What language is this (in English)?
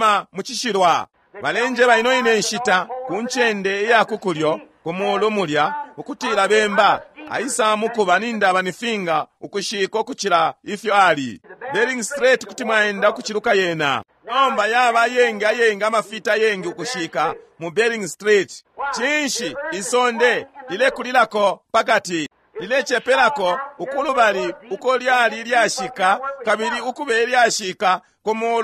Bemba